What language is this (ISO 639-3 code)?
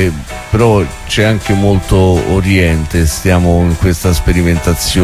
ita